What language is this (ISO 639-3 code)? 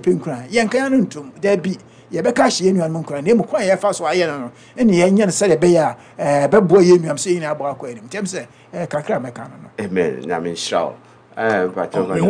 aka